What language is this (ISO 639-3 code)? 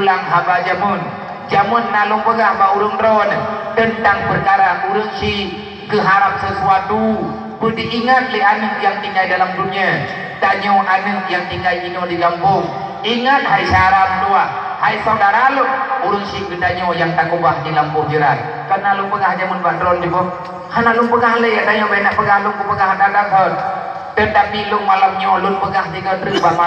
ace